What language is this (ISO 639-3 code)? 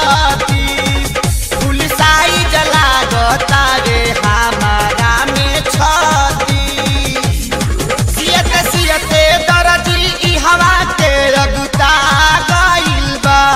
bho